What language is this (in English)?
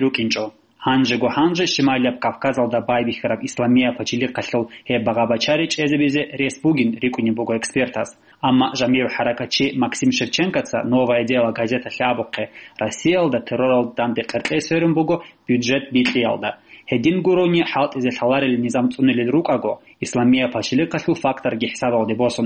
Avaric